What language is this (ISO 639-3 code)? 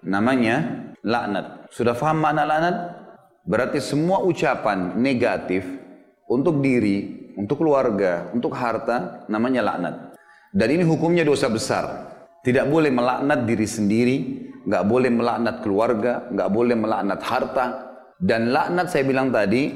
ind